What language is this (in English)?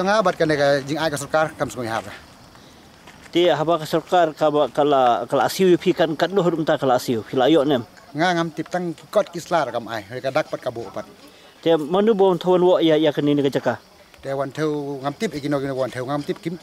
Khasi